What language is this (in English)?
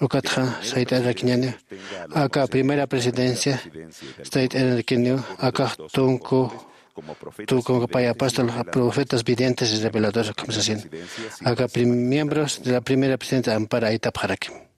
Aymara